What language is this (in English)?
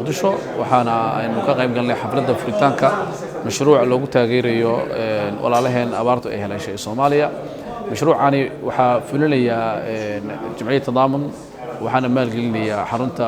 Somali